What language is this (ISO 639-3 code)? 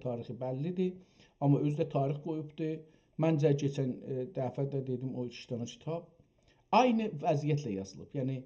azb